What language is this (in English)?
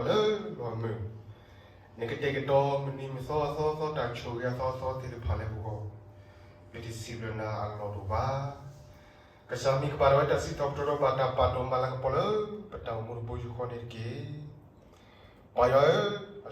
S'gaw Karen